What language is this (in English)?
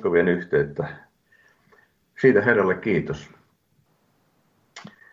Finnish